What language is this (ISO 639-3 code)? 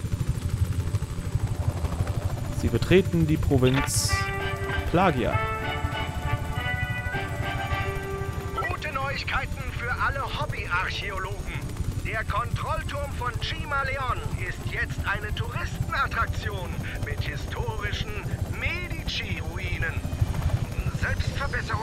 deu